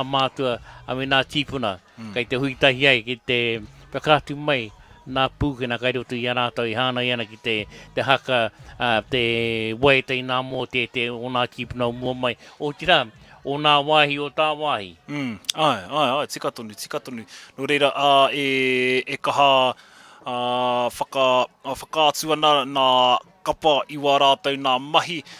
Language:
Māori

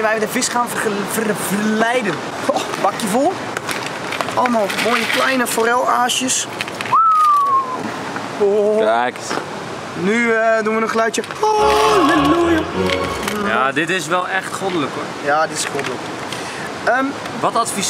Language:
Dutch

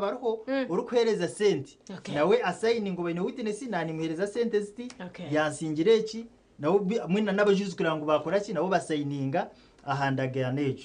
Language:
Nyankole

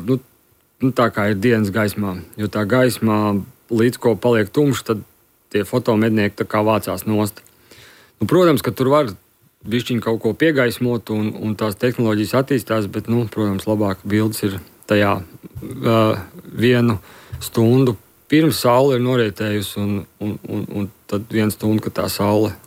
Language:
Latvian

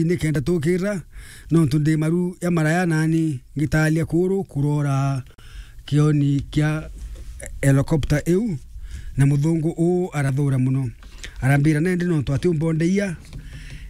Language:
Meru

